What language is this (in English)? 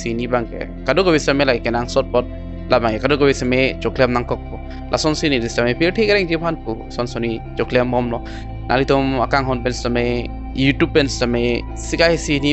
Karbi